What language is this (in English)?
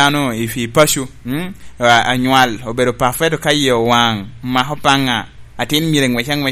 Lango (Uganda)